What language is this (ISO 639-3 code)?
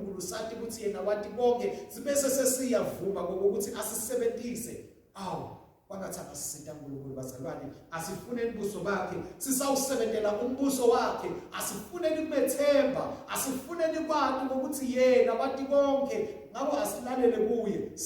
ssw